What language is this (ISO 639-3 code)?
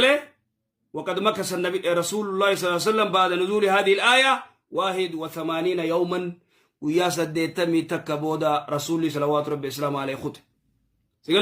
orm